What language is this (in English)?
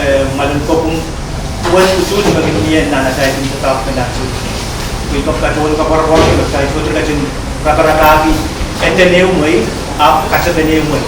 Pohnpeian